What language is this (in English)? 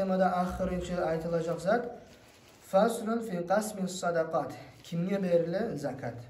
Kumyk